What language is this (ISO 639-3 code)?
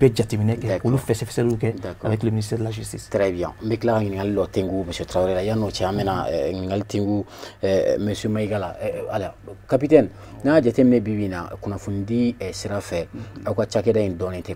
bam